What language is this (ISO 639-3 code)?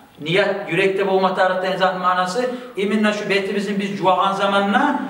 kum